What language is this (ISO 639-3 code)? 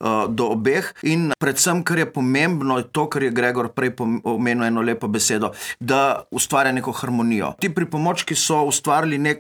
slv